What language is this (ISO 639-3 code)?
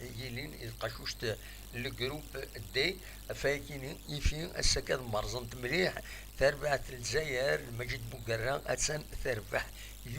kab